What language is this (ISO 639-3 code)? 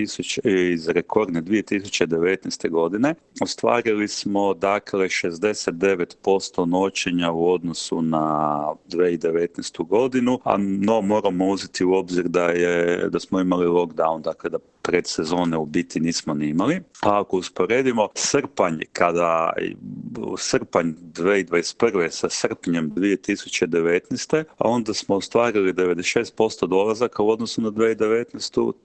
hrv